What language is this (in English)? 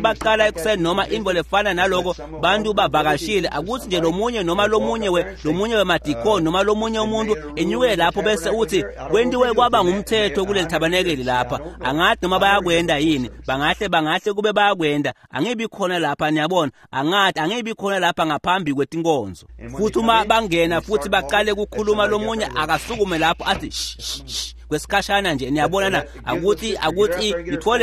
Swati